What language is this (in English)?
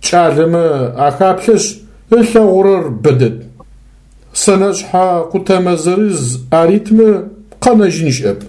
Adyghe